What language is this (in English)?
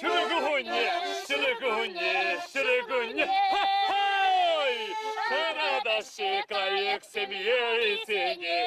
Chuvash